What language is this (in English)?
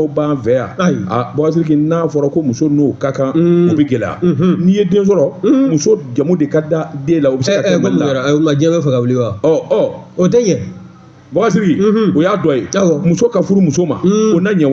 Bambara